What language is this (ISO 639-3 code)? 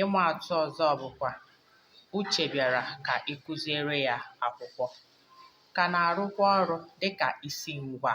ibo